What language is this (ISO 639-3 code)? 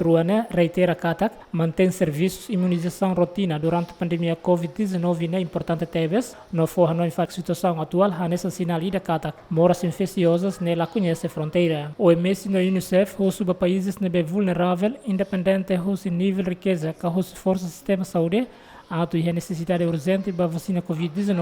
tet